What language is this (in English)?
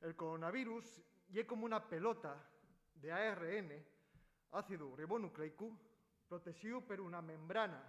Asturian